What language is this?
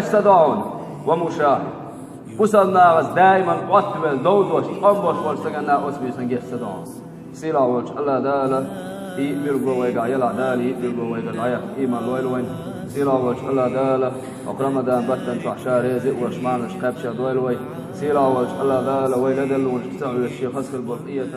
Chechen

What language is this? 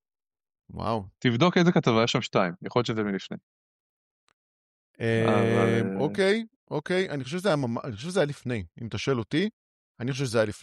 Hebrew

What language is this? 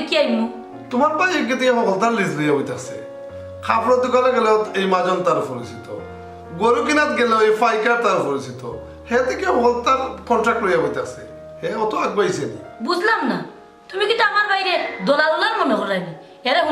Sylheti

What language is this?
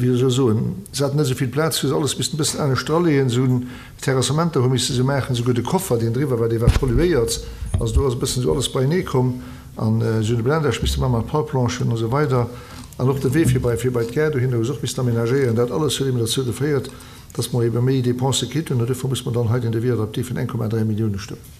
Luxembourgish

